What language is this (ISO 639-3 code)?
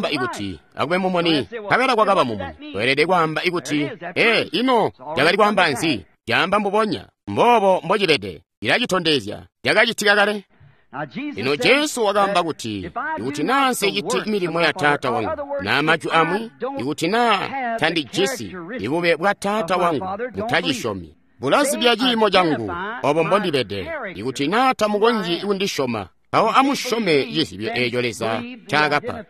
toi